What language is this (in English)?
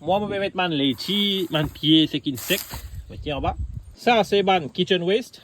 Morisyen